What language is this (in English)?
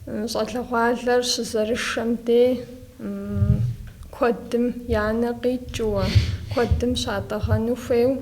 Kabardian